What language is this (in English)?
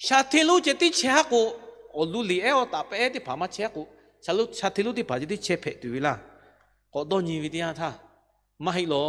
Lahu